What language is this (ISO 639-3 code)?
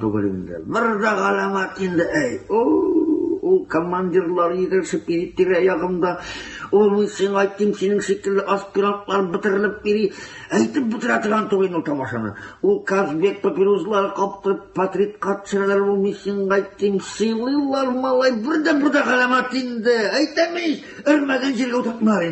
tat